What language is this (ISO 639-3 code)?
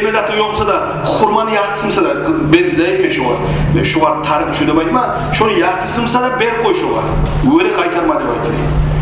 kum